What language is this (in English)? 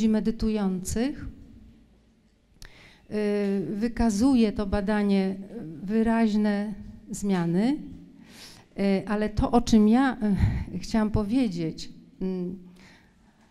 Polish